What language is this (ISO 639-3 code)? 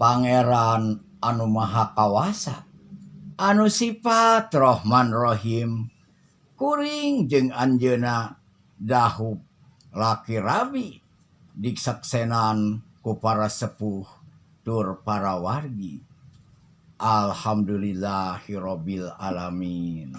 sun